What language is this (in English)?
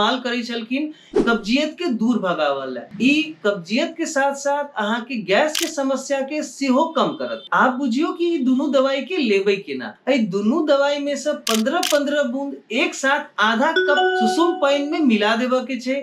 Maithili